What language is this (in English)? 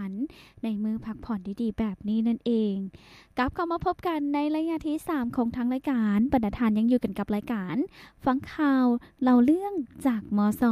Lao